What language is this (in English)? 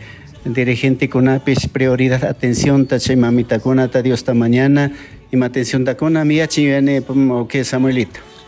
Chimborazo Highland Quichua